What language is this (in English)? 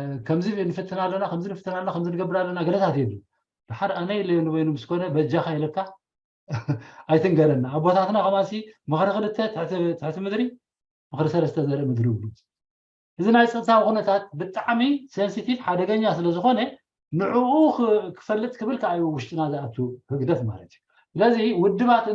Tigrinya